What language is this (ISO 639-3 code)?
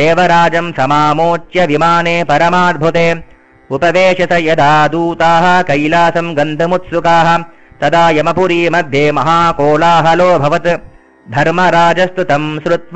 san